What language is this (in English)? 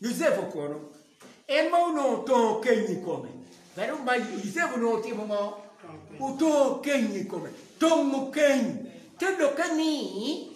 Acoli